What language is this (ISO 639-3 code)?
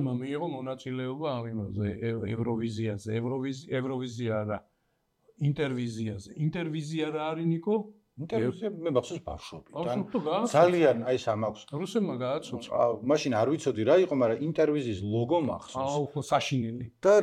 kat